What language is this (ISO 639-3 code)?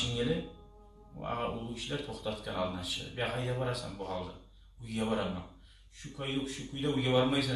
kum